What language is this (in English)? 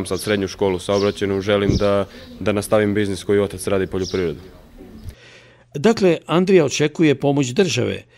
Serbian